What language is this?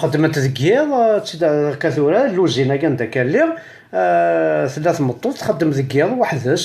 Kabyle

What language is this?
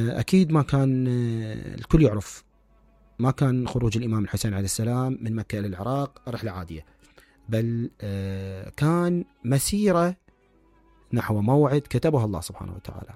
Mesopotamian Arabic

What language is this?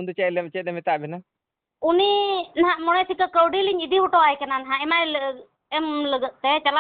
Santali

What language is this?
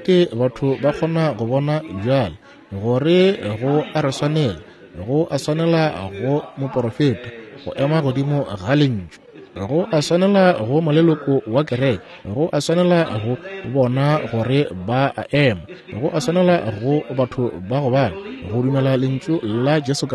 Northern Sotho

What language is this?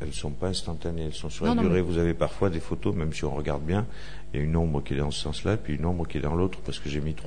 French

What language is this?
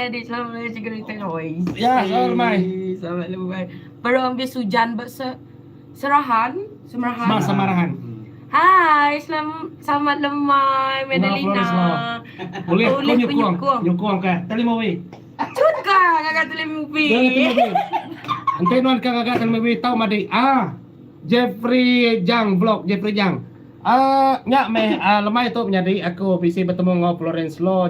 Iban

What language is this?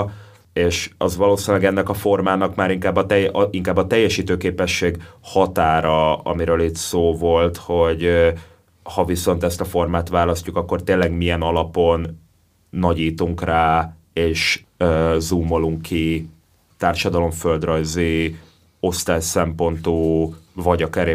Hungarian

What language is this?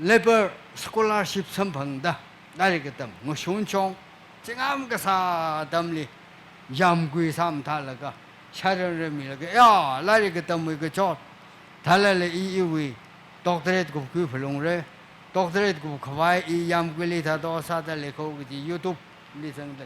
Tangkhul Naga (India)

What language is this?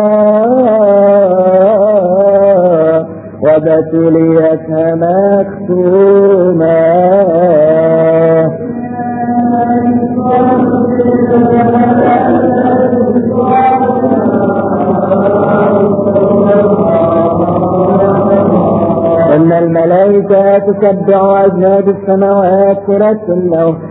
Arabic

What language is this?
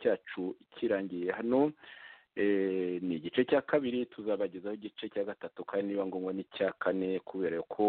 Kinyarwanda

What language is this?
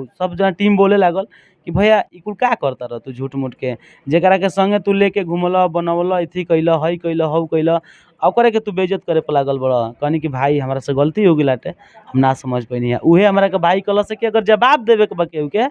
Bhojpuri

